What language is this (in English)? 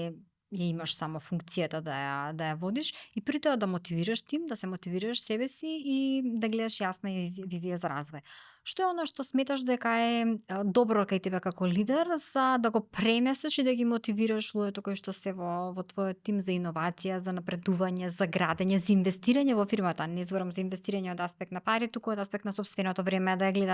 Macedonian